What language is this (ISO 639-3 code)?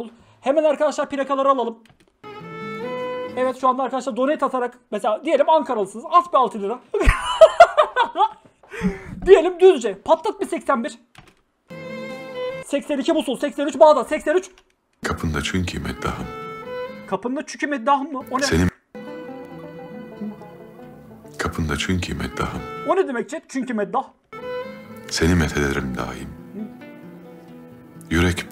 tur